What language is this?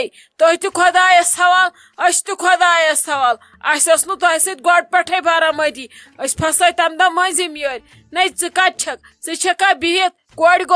Kashmiri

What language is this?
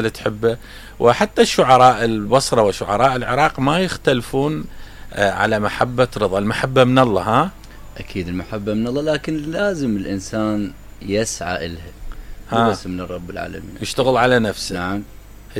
Mesopotamian Arabic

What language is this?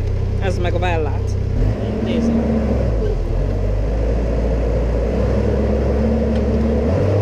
Hungarian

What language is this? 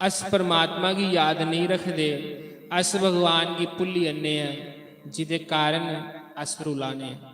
Dogri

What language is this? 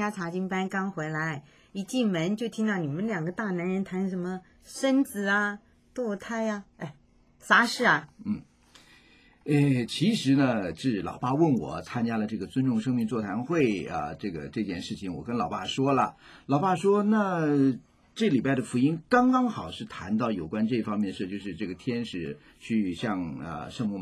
Chinese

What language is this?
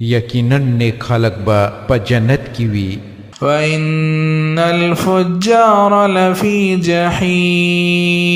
Pashto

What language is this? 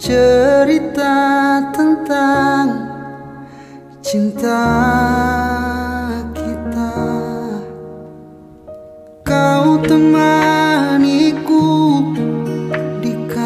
Indonesian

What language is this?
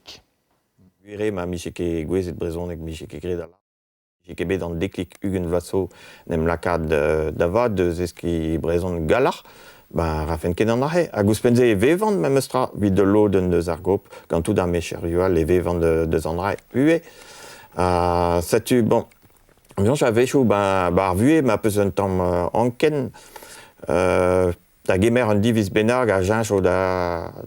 Breton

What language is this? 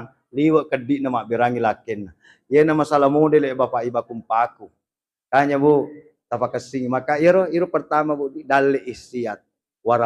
Buginese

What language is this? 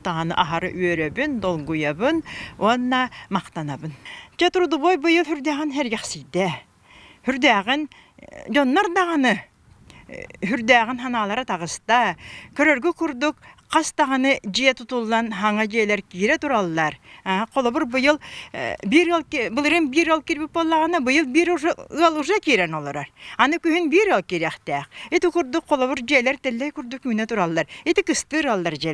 Yakut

